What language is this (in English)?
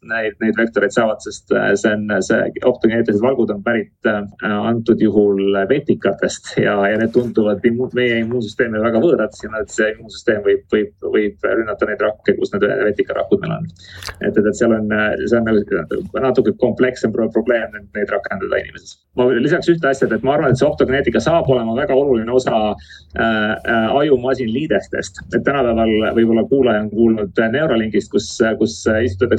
Estonian